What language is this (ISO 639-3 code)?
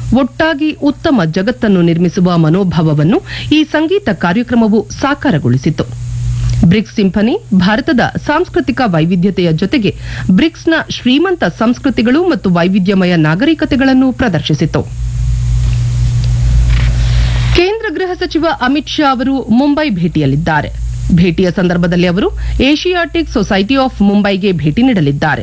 kan